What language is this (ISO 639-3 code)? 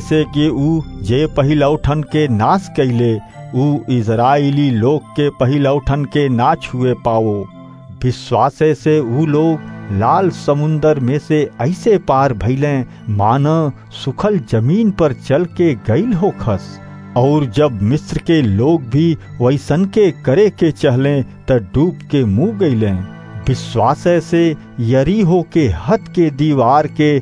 bho